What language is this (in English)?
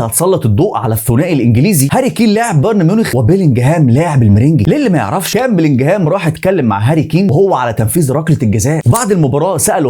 Egyptian Arabic